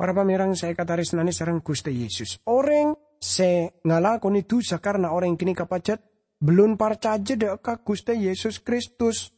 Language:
Madurese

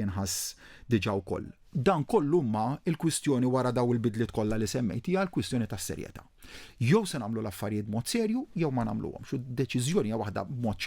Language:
Maltese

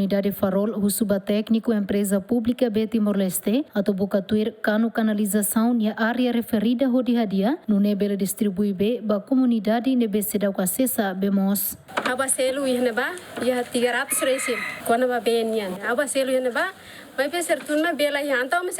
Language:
Tetum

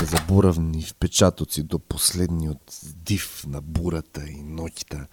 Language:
Macedonian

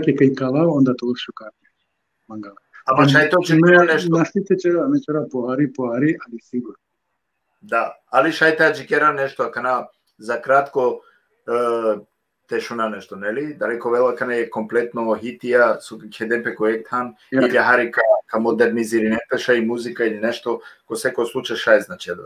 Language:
Balkan Romani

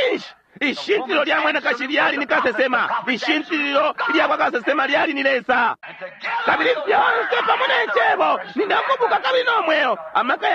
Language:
Bemba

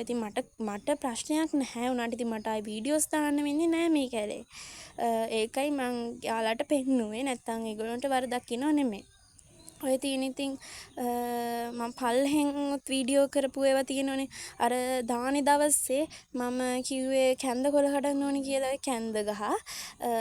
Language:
Sinhala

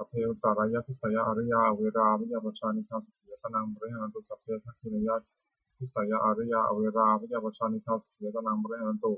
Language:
Pali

